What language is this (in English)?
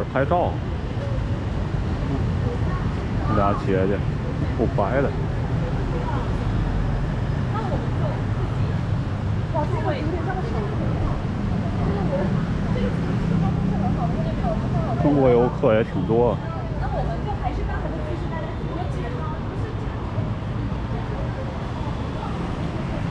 Chinese